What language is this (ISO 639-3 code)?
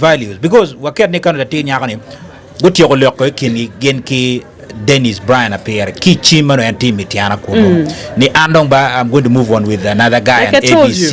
ach